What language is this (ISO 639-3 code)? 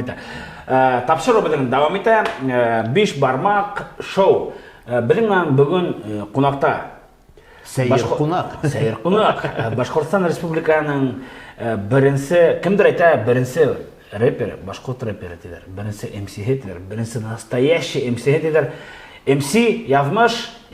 bak